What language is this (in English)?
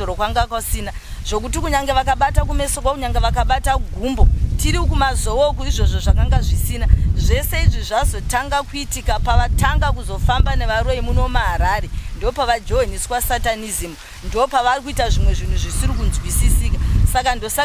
Shona